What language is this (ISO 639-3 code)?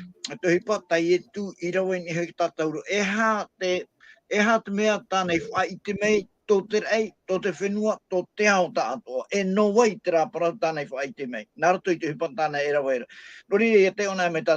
tah